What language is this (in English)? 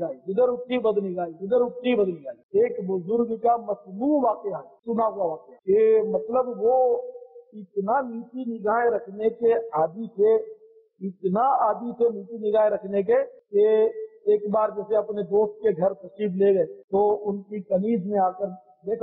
Urdu